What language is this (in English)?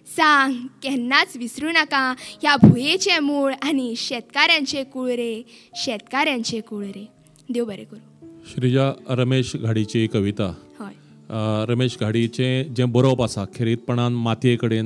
Konkani